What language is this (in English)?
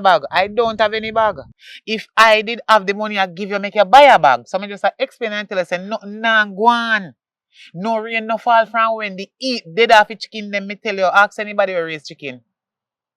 Jamaican Creole English